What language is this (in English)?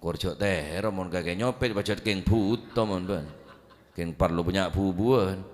Madurese